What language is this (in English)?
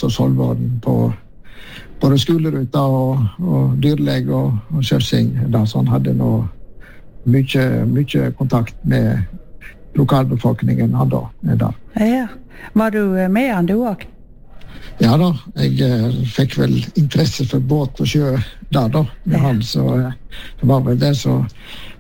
Norwegian